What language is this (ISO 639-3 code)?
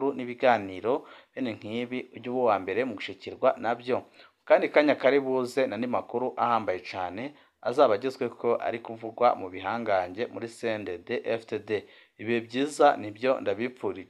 run